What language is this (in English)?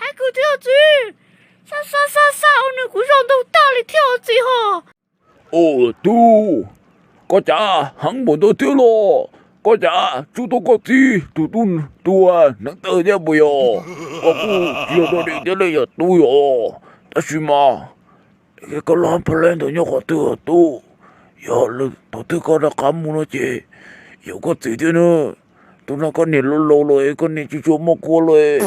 Hmong